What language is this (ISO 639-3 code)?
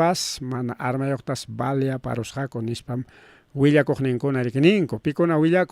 quy